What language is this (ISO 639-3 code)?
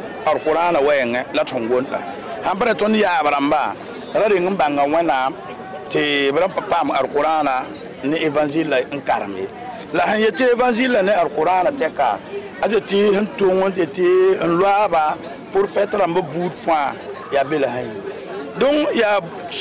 mos